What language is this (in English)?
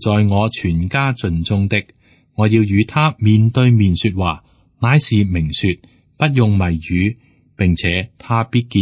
Cantonese